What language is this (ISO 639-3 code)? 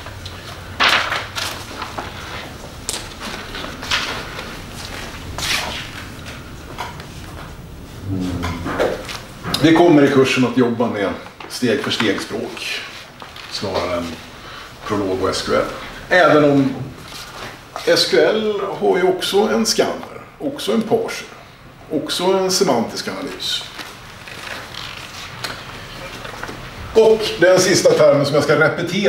swe